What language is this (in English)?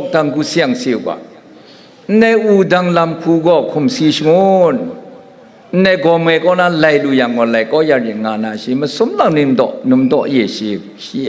Kachin